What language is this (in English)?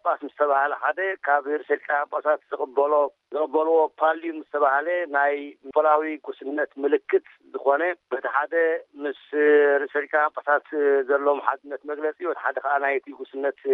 Tigrinya